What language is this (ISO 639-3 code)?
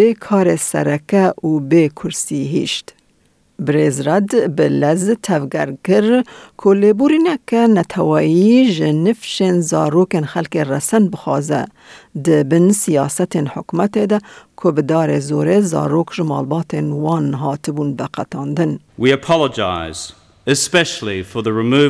kur